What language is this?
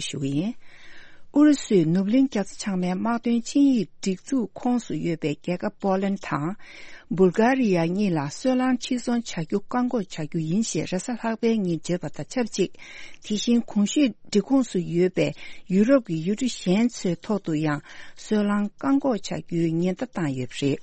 Tibetan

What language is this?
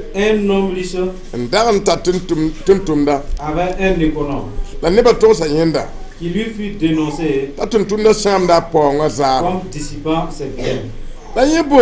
Mossi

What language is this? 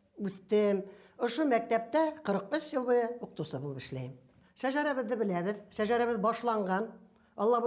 Bashkir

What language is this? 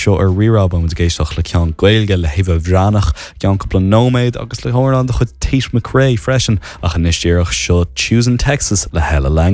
Irish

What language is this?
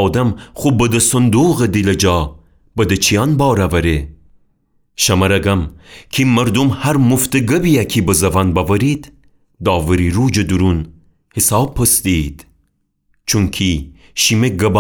Gilaki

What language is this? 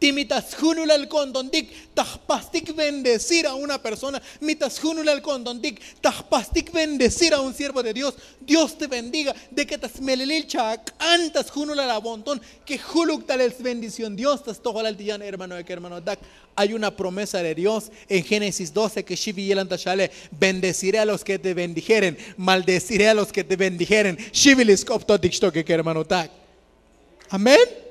Tzotzil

